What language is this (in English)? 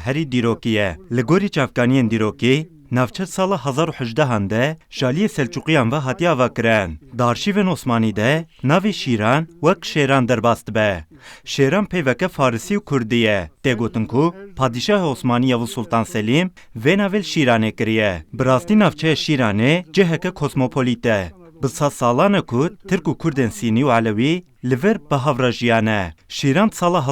Kurdish